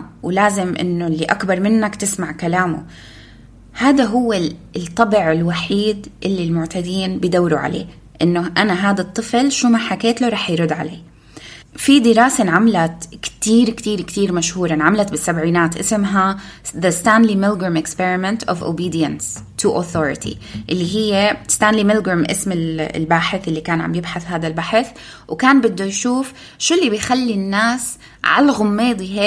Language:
North Levantine Arabic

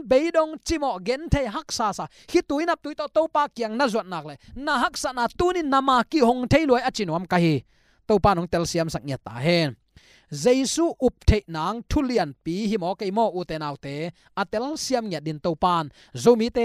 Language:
Tedim Chin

